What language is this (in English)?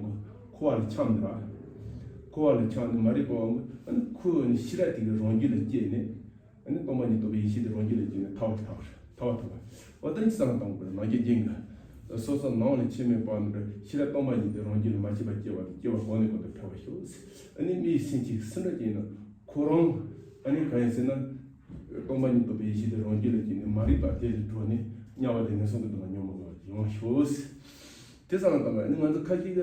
Tibetan